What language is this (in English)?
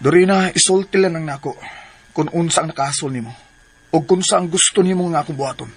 Cebuano